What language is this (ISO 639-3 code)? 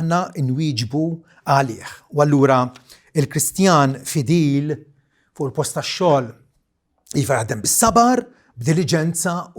mlt